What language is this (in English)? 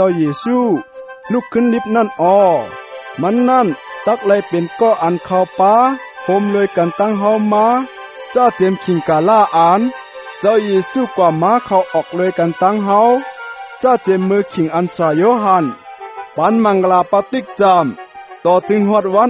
Shan